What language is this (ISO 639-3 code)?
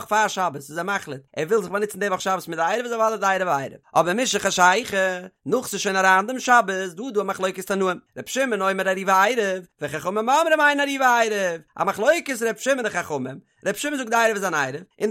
yid